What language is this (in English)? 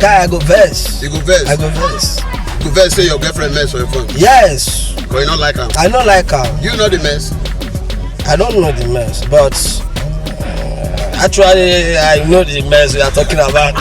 Nigerian Pidgin